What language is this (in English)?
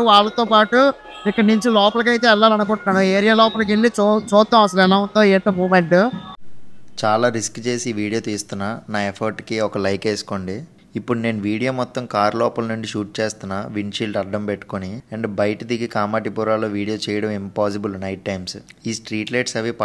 Telugu